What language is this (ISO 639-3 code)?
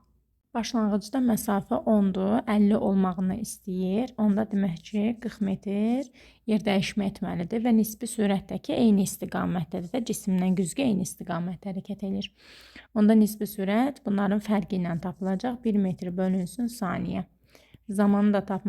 aze